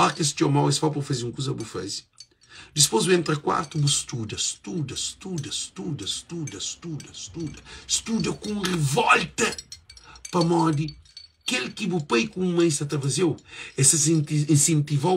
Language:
Kabuverdianu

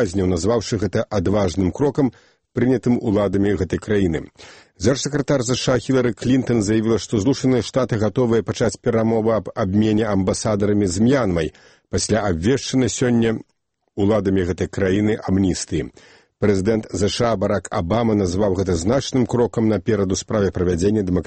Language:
Belarusian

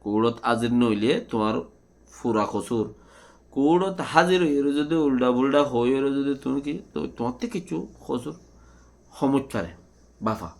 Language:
Rohingya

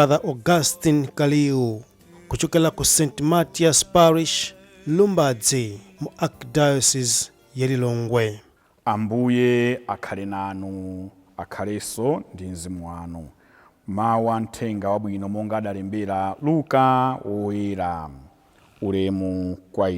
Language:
Nyanja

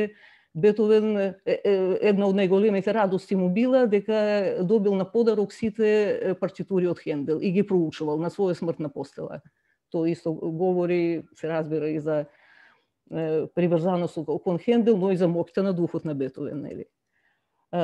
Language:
Macedonian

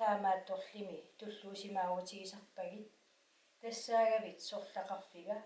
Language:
Kalaallisut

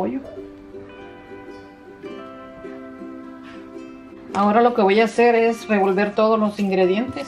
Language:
Spanish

